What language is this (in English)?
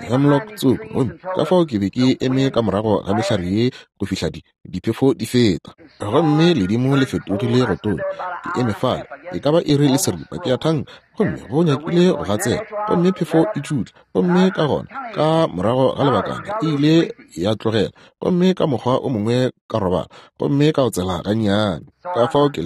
Northern Sotho